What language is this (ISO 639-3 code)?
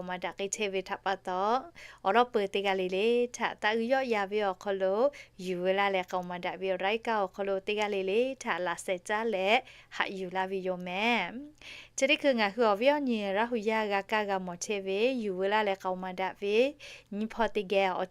lhu